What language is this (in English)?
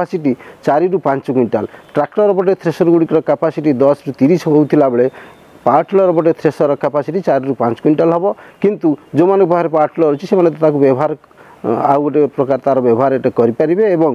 Odia